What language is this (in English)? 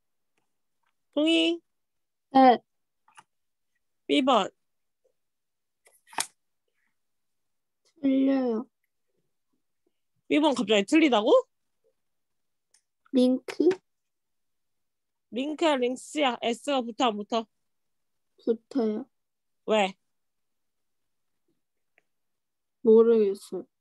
Korean